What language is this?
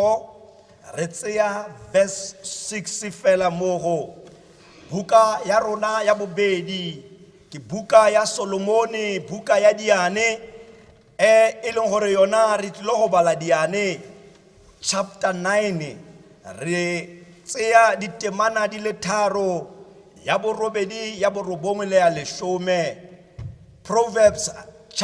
Tswana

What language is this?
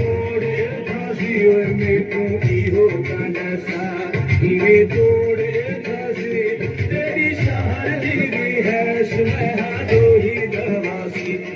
Saraiki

